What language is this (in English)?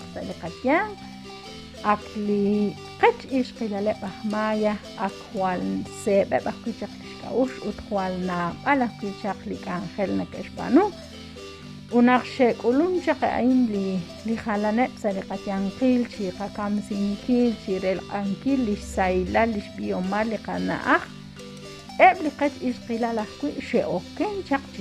Kekchí